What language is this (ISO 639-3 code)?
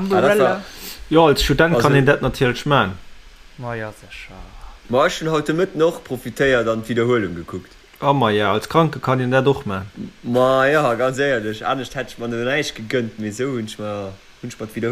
ltz